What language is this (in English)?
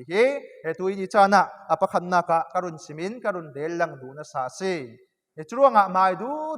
Falam Chin